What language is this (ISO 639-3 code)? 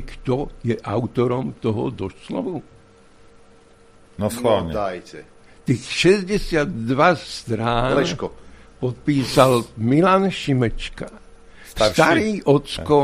slk